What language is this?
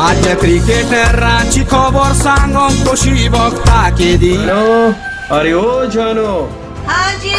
Konkani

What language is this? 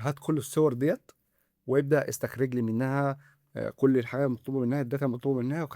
Egyptian Arabic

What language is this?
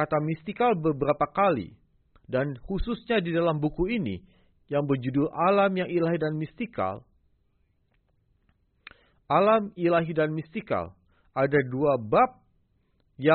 Indonesian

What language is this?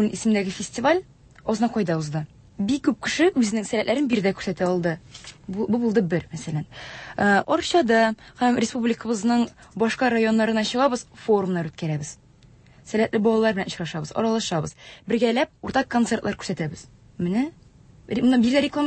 Tatar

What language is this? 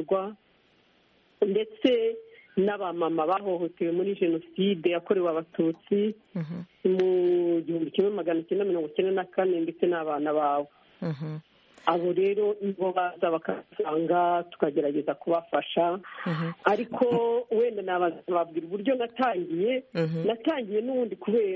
Kinyarwanda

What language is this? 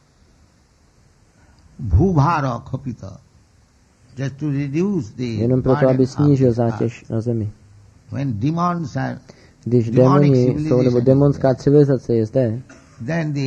Czech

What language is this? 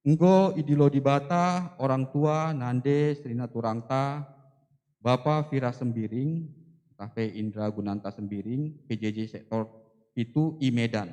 Batak Karo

